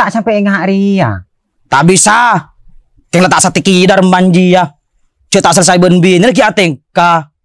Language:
Madurese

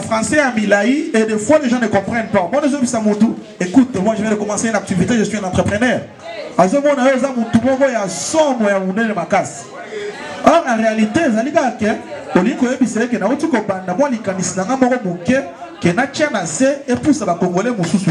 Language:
Lingala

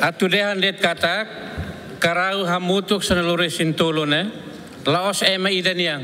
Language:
Tetum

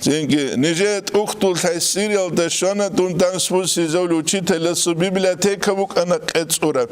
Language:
Avaric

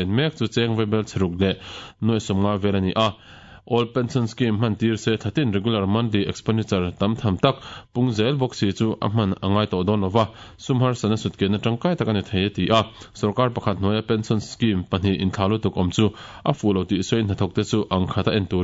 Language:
Mizo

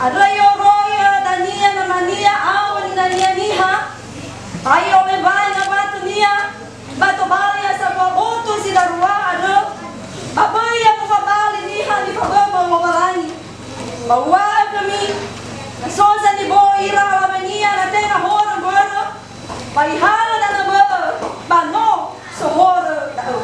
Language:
Nias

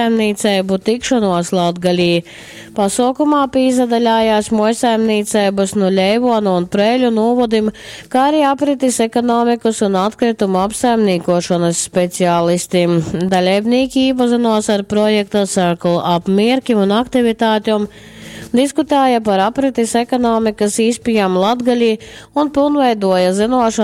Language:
Latgalian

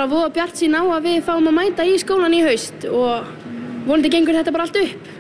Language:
Icelandic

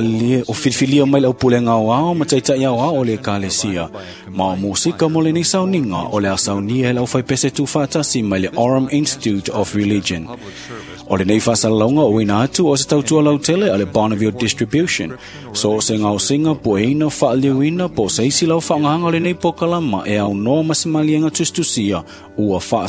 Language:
Samoan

